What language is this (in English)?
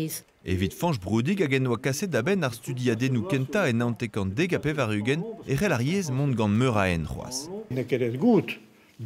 Breton